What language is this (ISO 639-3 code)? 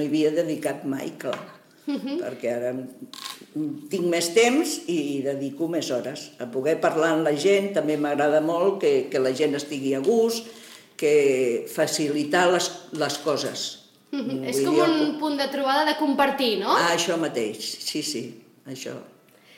cat